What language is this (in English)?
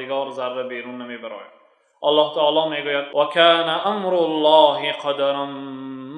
Tajik